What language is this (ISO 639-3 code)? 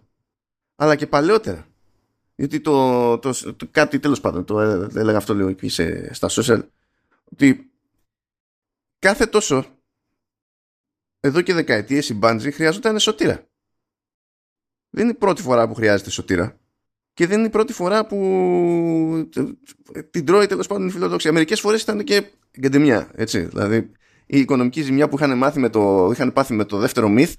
ell